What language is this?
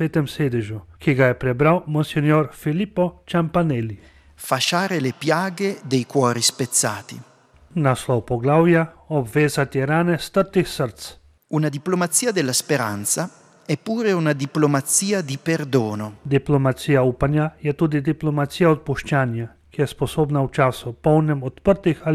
Slovenian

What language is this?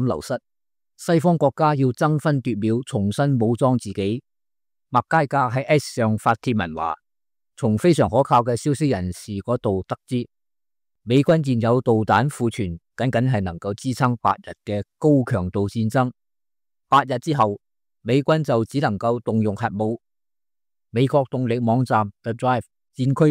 Cantonese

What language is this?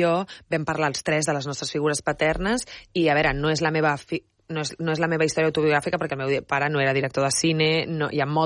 Catalan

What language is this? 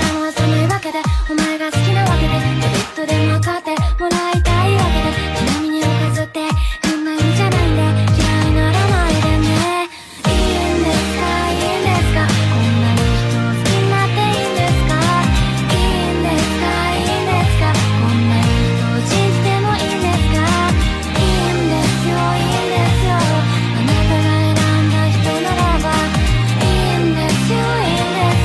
Japanese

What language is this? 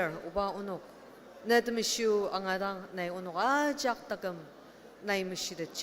Ao Naga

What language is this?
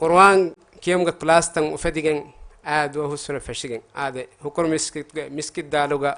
Divehi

